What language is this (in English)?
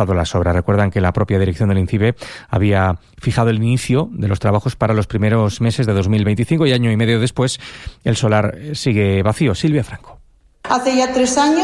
Spanish